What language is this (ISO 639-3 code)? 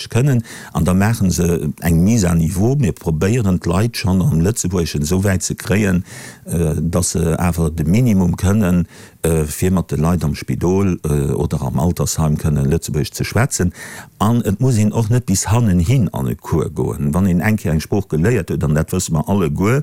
ltz